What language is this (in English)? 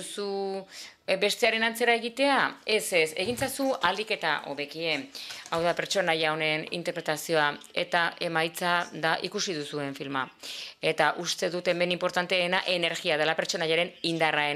Basque